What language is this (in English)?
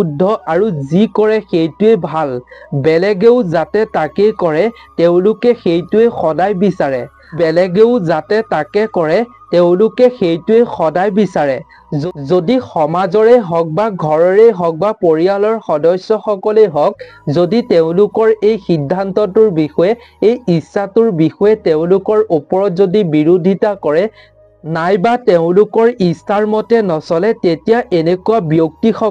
Assamese